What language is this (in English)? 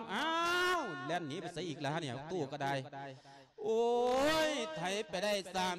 Lao